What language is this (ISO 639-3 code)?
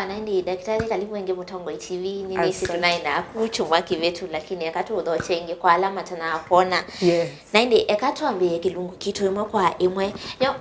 kam